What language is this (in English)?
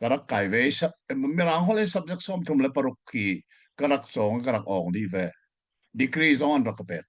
Hakha Chin